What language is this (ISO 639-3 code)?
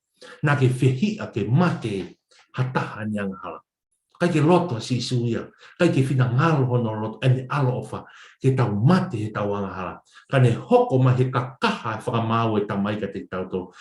ton